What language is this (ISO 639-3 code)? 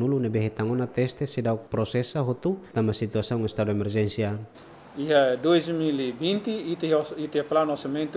tet